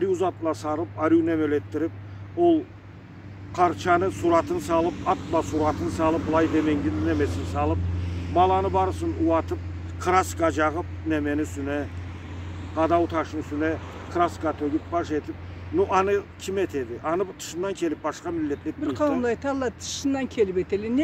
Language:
Karachay-Balkar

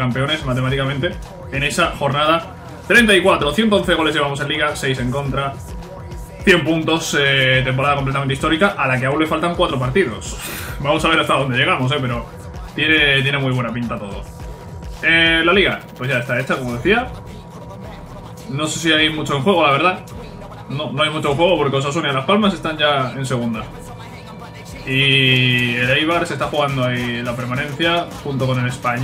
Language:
Spanish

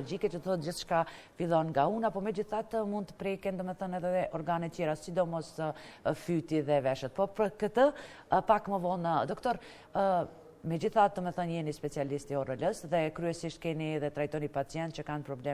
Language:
Albanian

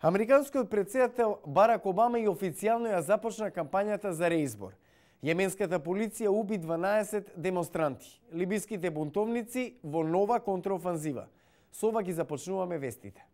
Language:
Macedonian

